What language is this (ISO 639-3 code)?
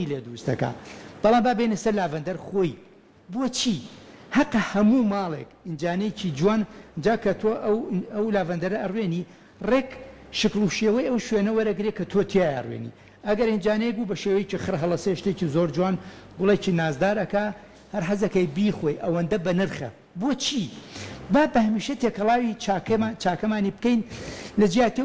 ckb